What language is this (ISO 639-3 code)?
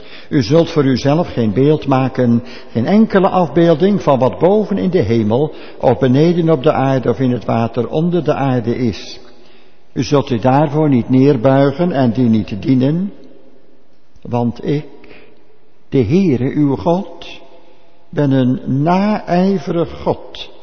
nld